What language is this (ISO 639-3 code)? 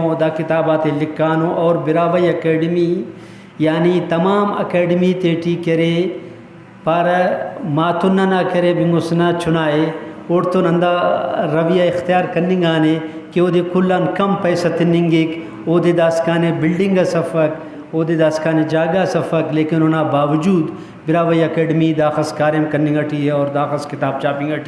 brh